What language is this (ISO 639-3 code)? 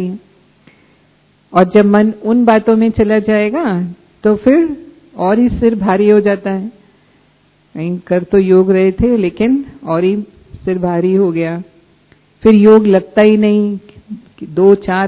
hin